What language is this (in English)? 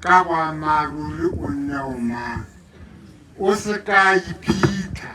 Tswana